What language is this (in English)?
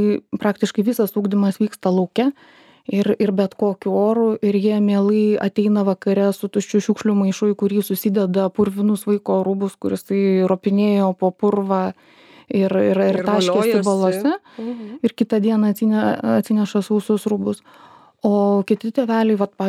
Lithuanian